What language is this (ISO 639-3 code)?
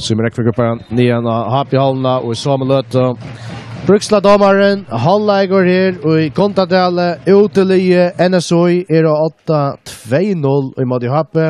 fao